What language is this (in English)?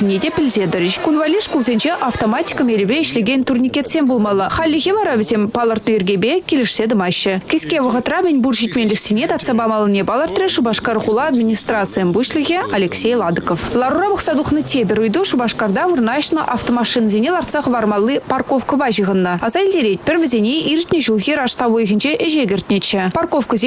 Chuvash